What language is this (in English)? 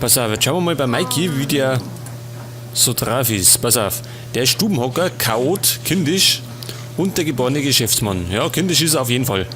Bavarian